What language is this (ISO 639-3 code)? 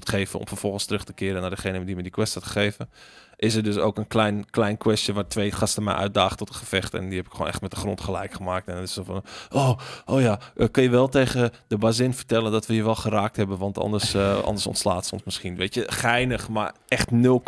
nld